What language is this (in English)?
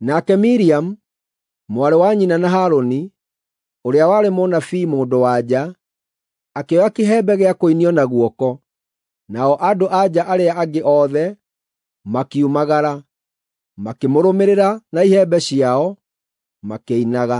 Kikuyu